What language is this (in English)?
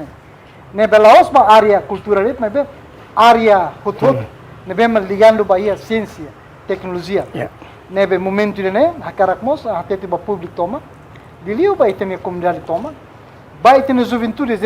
Tetum